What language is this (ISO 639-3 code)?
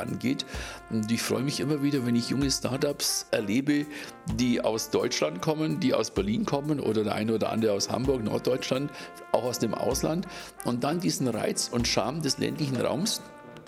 deu